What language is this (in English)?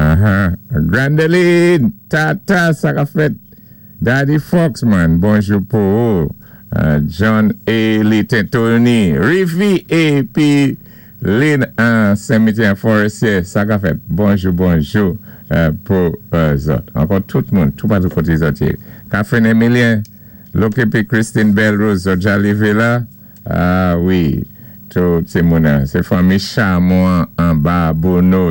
Saint Lucian Creole French